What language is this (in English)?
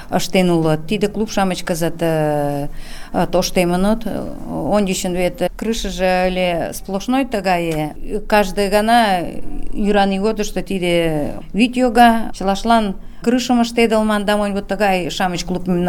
Mari